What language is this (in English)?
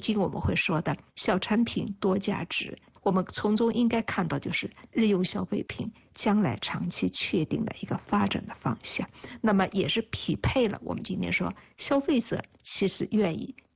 Chinese